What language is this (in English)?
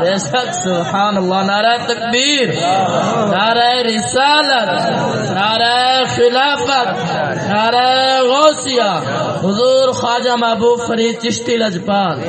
Saraiki